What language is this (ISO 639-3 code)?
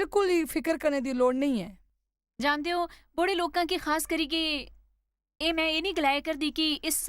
doi